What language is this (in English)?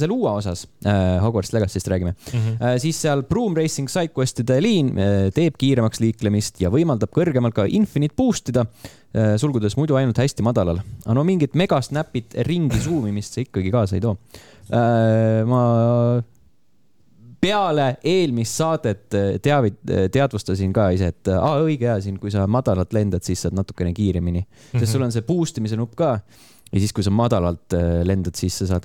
Estonian